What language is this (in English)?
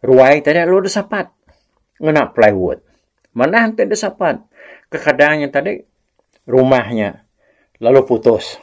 Iban